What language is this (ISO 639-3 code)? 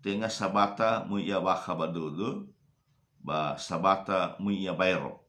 nia